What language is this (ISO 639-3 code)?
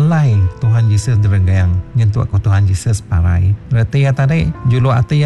iba